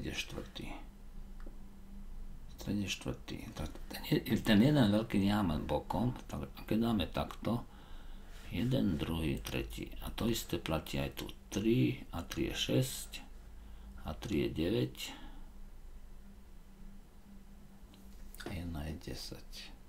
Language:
Slovak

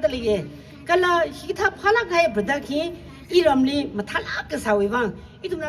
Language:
Tangkhul Naga (India)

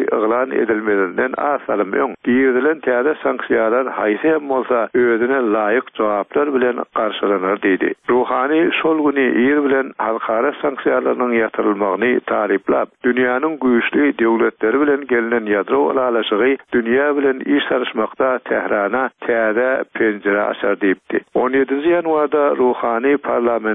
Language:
Turkmen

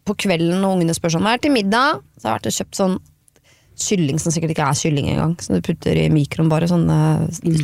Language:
Norwegian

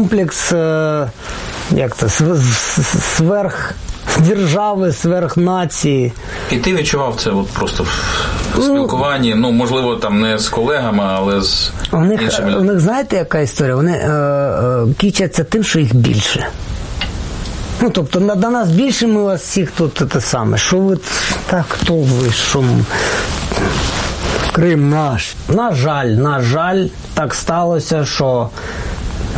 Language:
Ukrainian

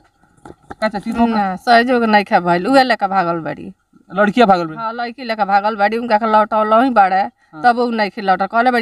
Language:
Bhojpuri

